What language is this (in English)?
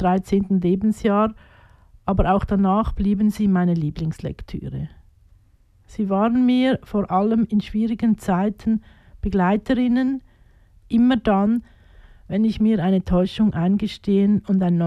German